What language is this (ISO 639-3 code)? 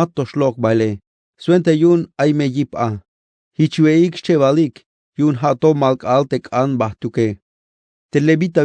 tzh